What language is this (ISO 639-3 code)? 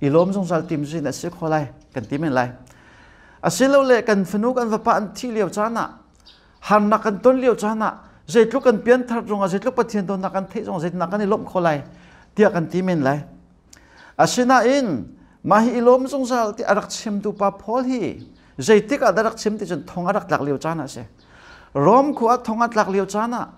cnh